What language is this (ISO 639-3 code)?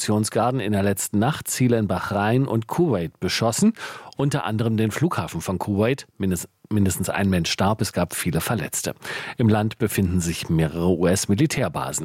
deu